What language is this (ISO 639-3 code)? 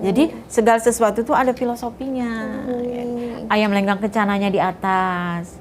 bjn